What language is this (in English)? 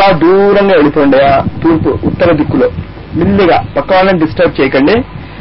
Telugu